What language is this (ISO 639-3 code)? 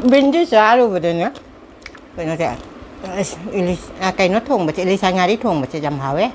mni